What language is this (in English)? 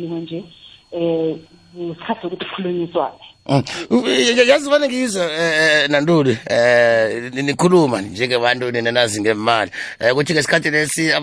South Ndebele